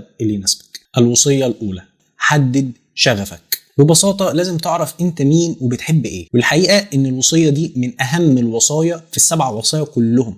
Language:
Egyptian Arabic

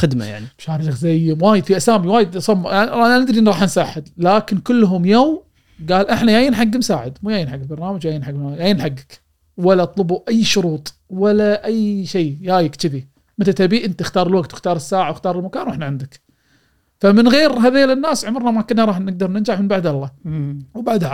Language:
Gulf Arabic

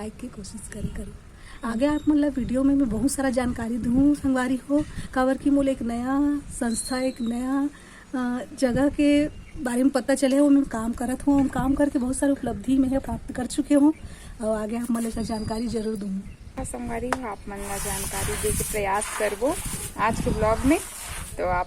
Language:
Chhattisgarhi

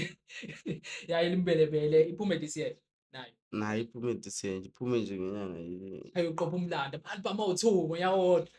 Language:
Zulu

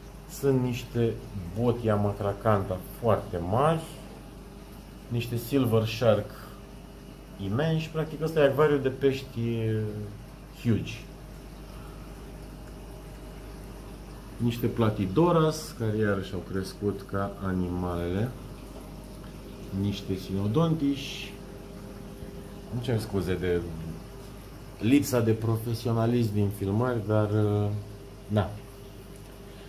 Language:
Romanian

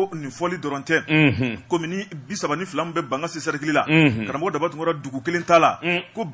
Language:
Bambara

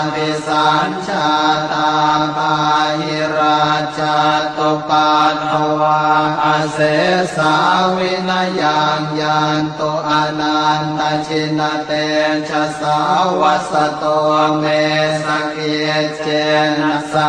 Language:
Pali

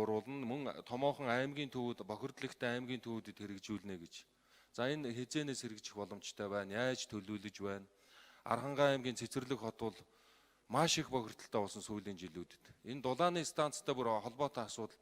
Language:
Mongolian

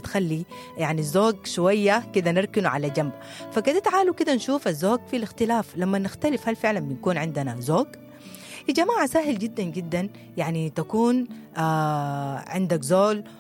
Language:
Sudanese Arabic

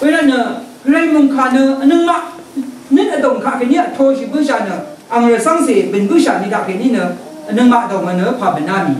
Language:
Rawang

